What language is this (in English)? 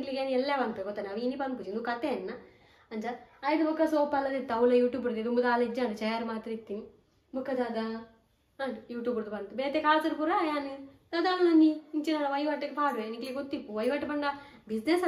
Tulu